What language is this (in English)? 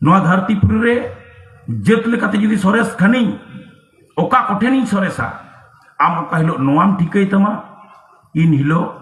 Santali